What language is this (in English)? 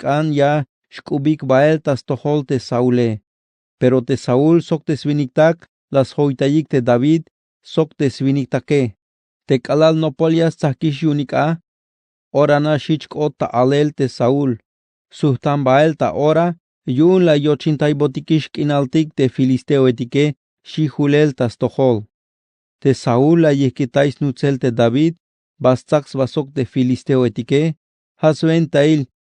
Tzeltal